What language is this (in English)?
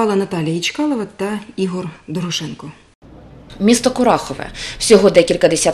Ukrainian